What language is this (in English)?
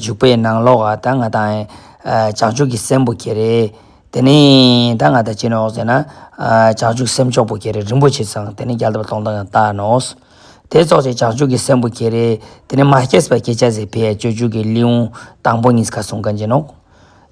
Ladakhi